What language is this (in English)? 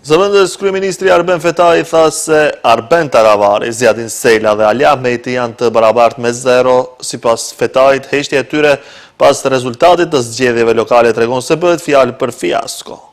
Albanian